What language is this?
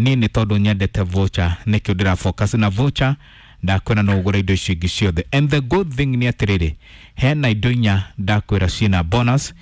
Kikuyu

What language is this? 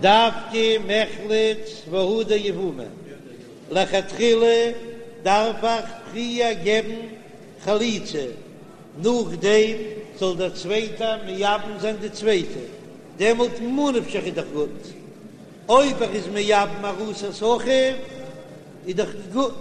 Yiddish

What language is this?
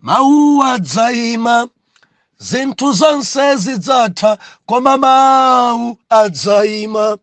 Nyanja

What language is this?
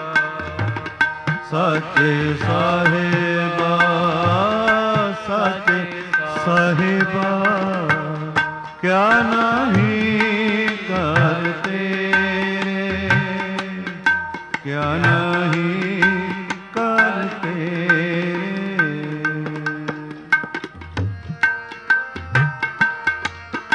Punjabi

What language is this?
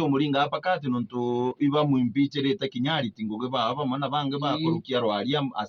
Meru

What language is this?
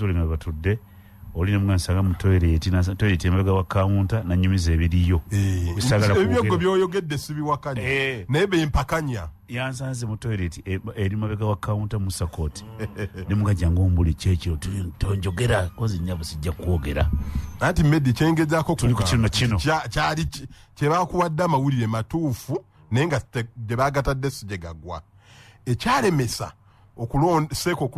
Ganda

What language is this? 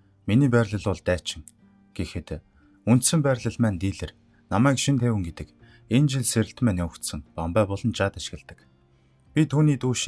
Mongolian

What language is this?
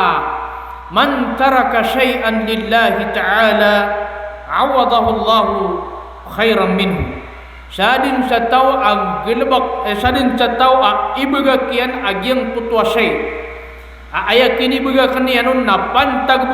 Maranao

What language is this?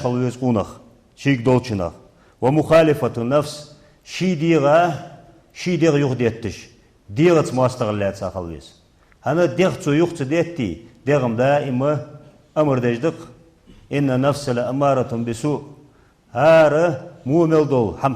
Ingush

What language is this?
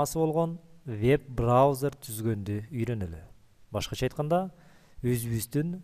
Kyrgyz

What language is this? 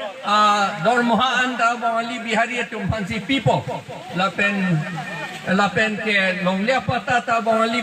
Karbi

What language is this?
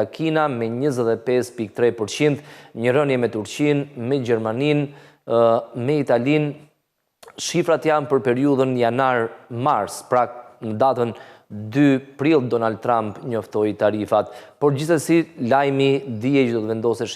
Albanian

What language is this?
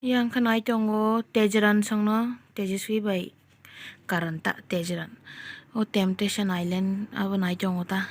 Kok Borok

